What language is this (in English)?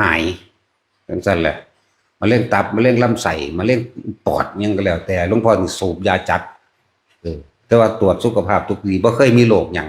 Northeastern Thai